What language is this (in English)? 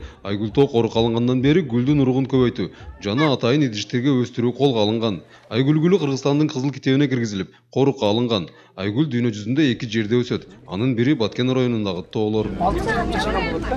Kyrgyz